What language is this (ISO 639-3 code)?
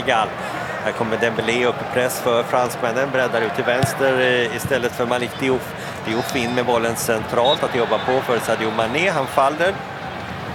swe